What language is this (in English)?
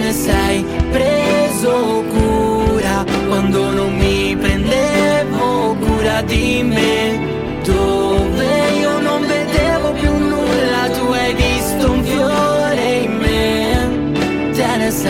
Italian